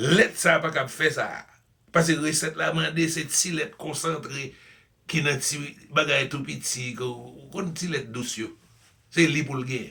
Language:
Haitian Creole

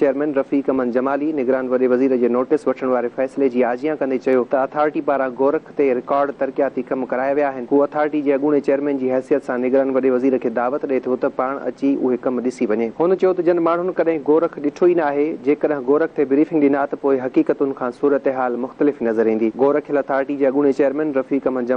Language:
Sindhi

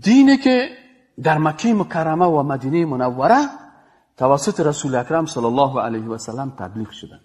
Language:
Persian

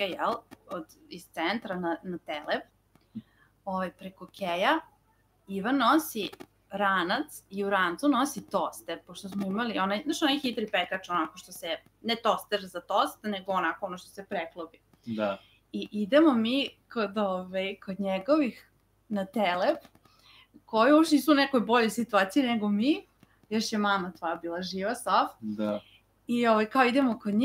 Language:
Serbian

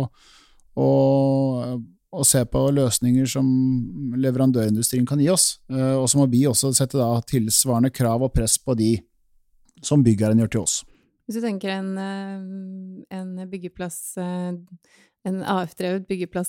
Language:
Norwegian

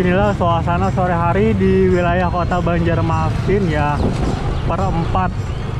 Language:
Banjar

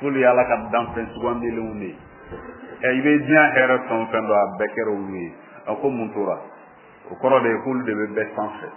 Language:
Bambara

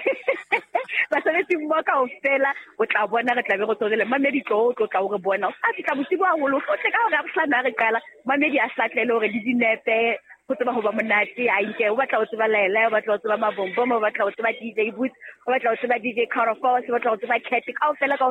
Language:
Southern Sotho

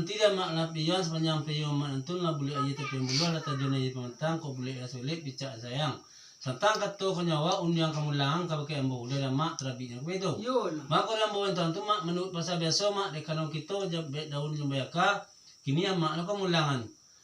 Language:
Minangkabau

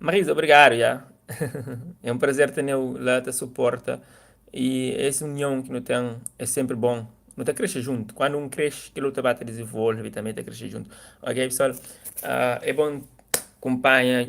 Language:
Kabuverdianu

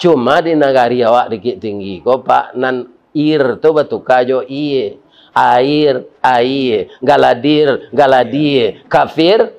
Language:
Minangkabau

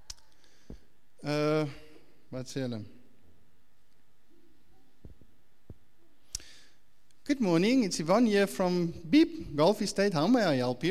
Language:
Afrikaans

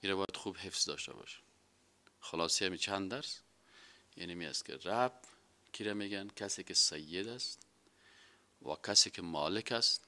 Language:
Persian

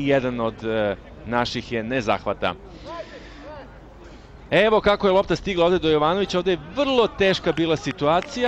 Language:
Serbian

